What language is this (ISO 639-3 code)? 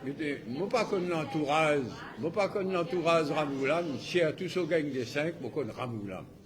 mfe